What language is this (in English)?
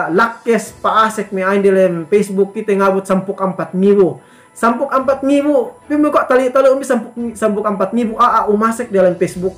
Yakan